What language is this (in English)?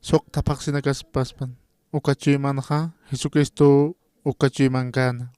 Aymara